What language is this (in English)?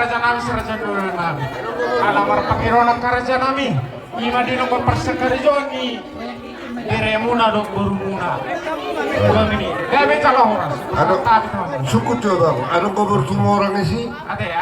Batak Toba